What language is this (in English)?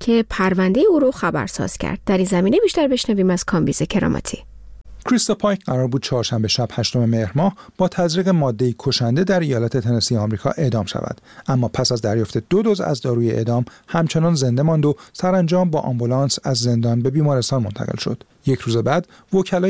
Persian